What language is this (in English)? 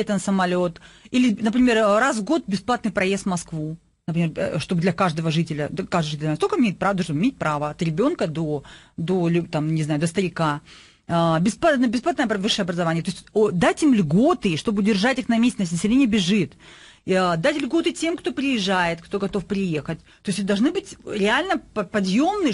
Russian